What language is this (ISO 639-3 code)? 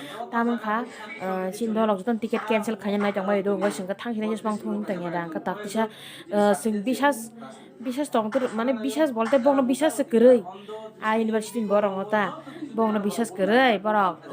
trp